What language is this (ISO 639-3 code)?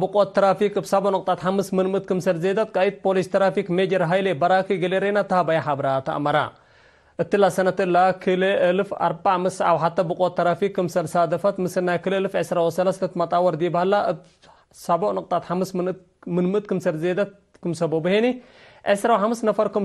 tig